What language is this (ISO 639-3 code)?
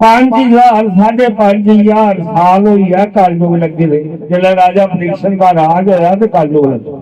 doi